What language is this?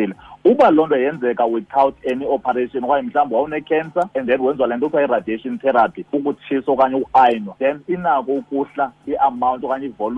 Xhosa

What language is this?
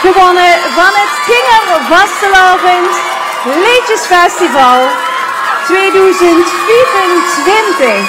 Limburgish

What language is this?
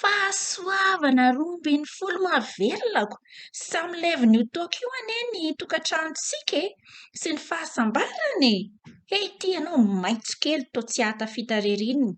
Malagasy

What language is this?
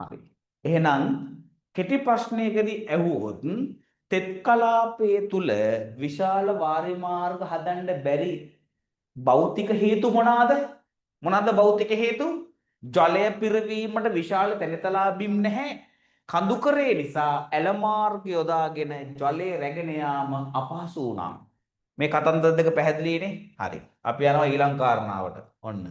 Sinhala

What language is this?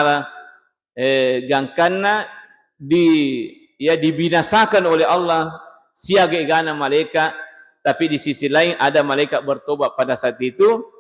Buginese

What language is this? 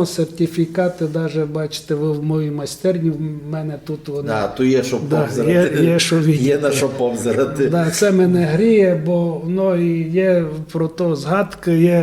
Rusyn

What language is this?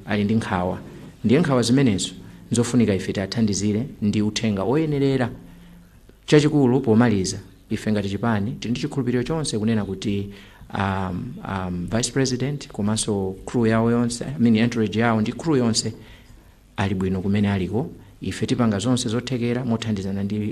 Nyanja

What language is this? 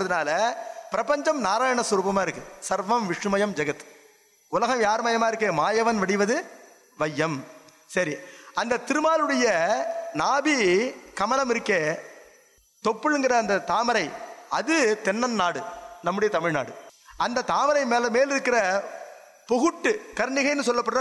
Tamil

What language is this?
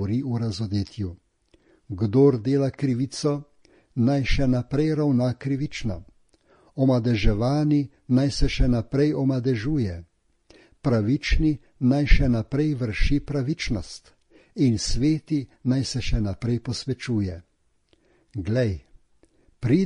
Slovenian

